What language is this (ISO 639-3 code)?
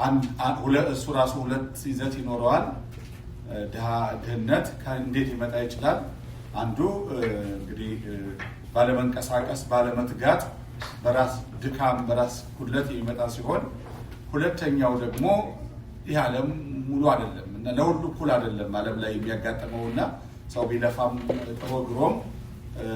amh